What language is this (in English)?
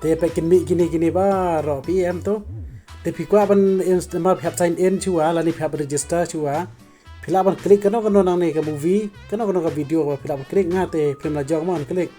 Khasi